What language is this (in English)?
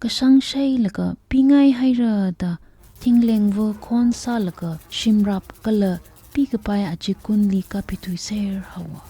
Tangkhul Naga (India)